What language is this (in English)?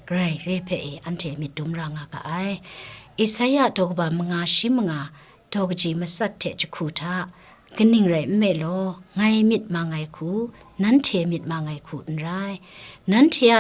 Kachin